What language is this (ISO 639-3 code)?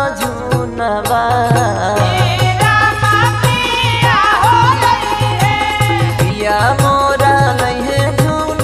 bho